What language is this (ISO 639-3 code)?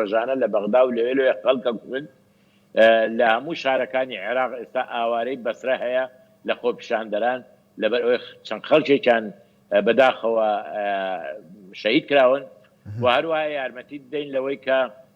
ckb